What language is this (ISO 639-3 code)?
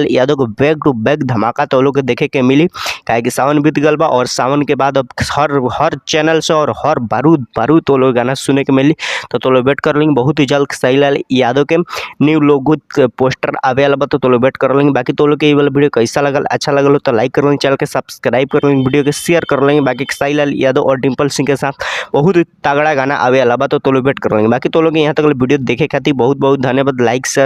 bho